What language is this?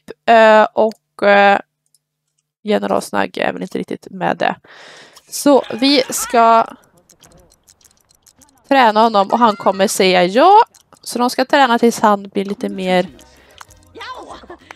Swedish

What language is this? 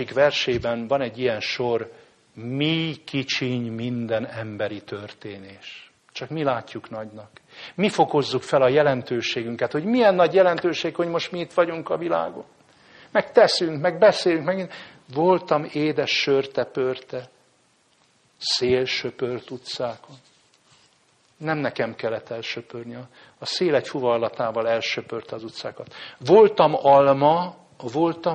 Hungarian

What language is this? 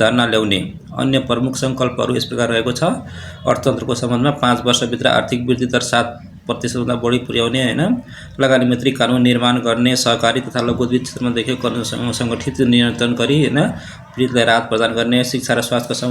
Nepali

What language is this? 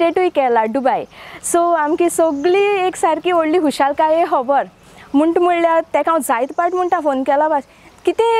Konkani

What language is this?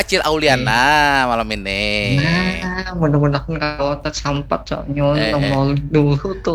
Banjar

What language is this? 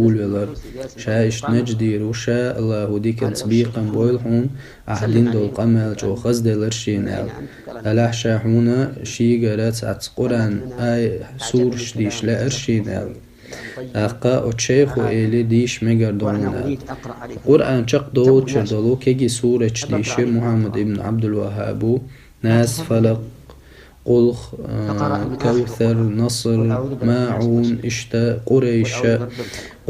Chechen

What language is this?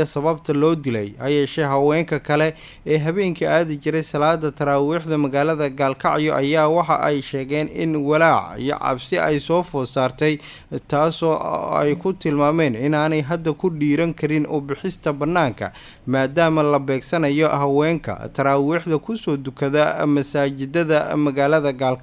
Somali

